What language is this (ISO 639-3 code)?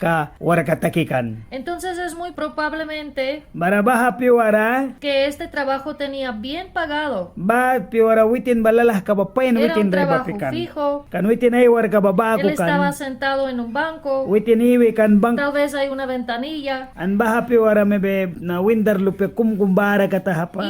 miq